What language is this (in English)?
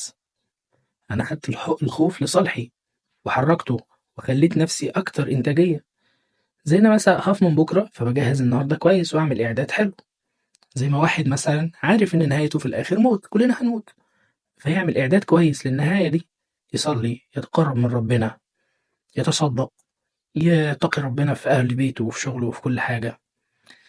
Egyptian Arabic